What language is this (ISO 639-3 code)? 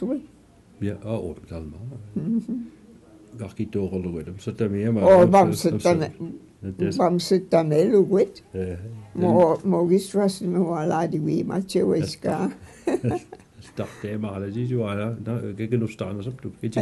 mic